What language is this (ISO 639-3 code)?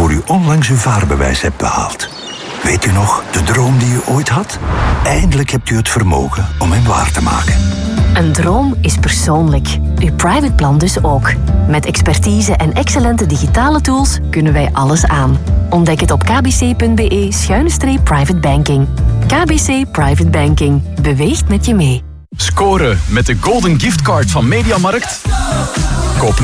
nld